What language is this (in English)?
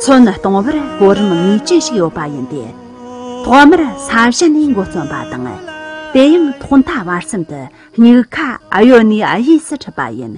Tibetan